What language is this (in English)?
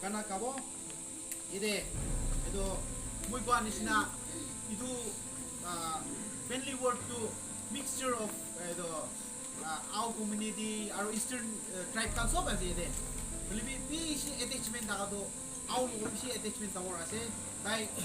Naga Pidgin